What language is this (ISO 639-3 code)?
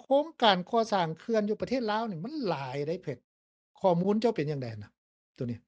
lao